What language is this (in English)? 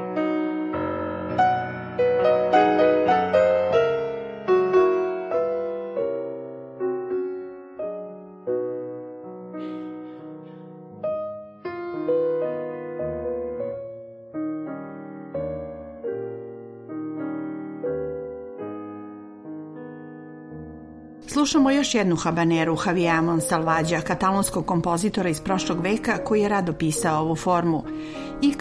Serbian